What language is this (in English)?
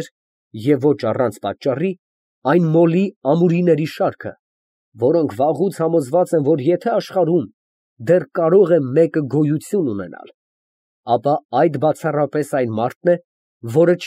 Armenian